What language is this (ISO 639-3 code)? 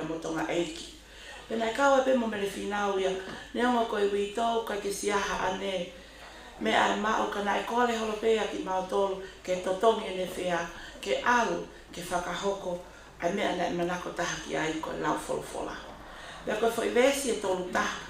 ton